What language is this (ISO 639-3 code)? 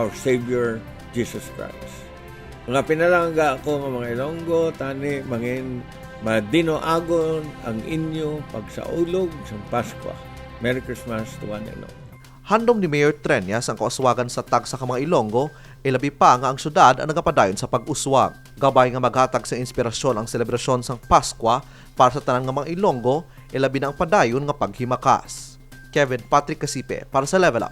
hil